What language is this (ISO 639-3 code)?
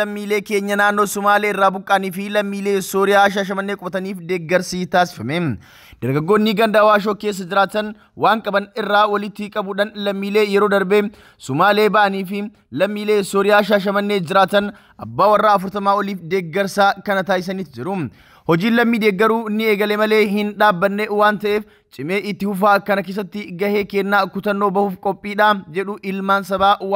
orm